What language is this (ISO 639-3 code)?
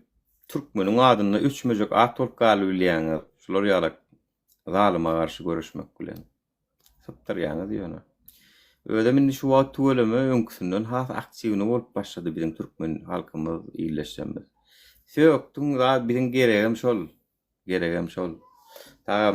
tuk